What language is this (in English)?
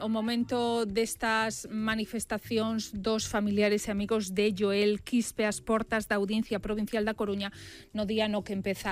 Galician